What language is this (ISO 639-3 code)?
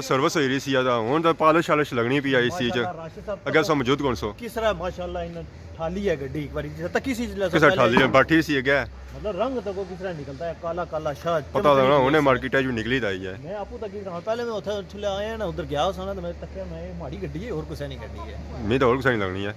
phr